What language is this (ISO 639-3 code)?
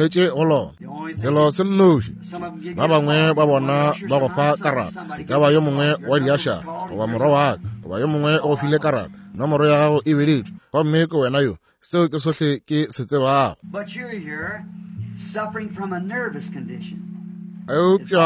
nso